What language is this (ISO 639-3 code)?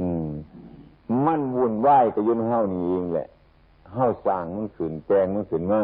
tts